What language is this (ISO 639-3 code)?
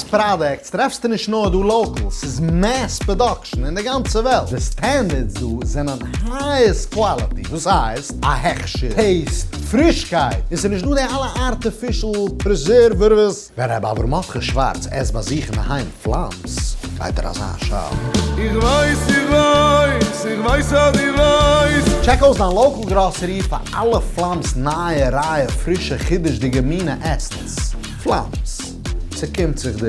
yid